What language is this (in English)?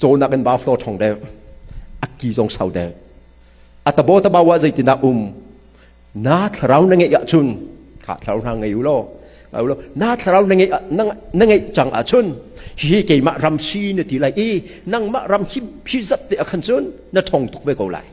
Hakha Chin